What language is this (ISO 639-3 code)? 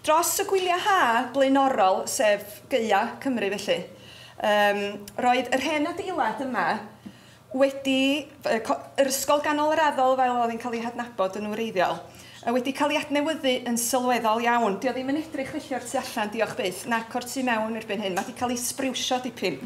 cym